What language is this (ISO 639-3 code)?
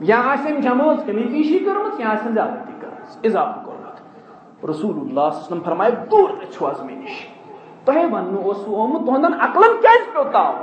kas